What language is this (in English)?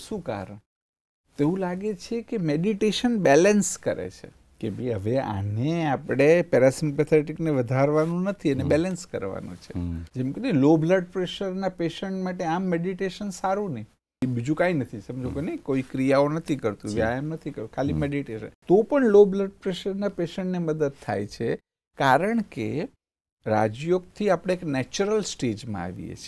Gujarati